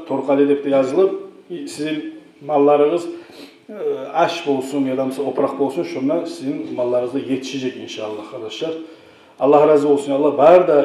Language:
Kumyk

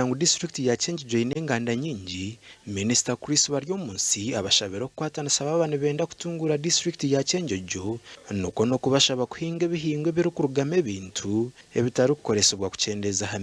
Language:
Nyankole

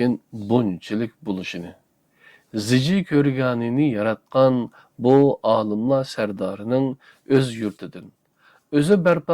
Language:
Uyghur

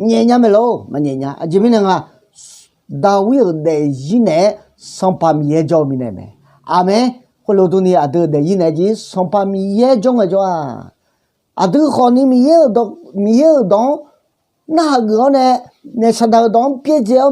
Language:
Akha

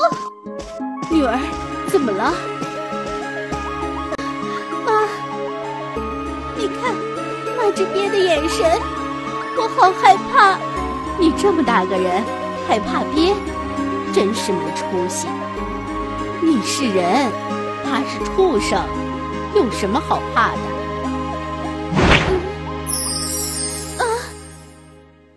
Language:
Chinese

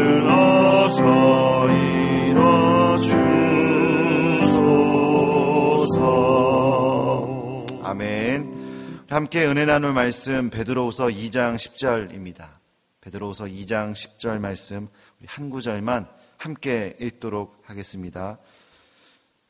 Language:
Korean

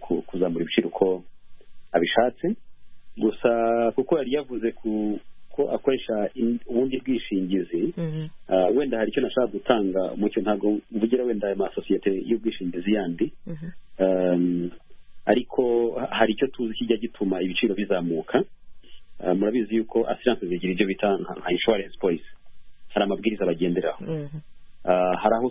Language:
Kinyarwanda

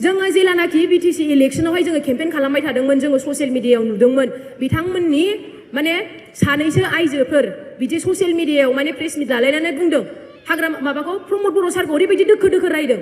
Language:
Bodo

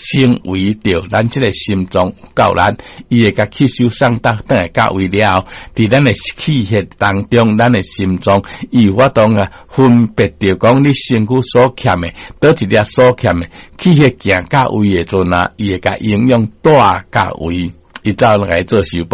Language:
Min Nan Chinese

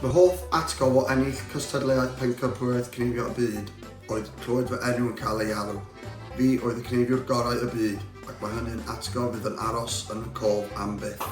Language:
Welsh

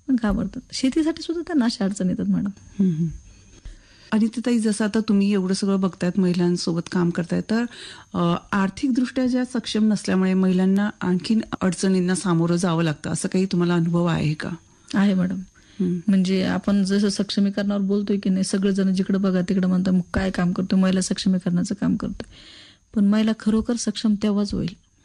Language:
Marathi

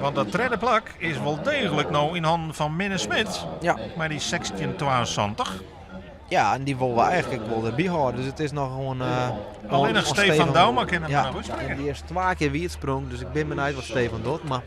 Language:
Western Frisian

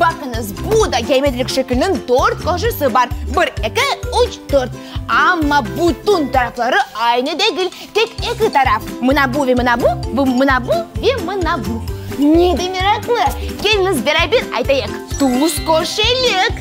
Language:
Crimean Tatar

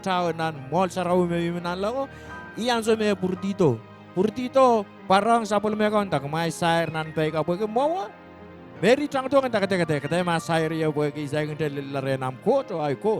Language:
Pohnpeian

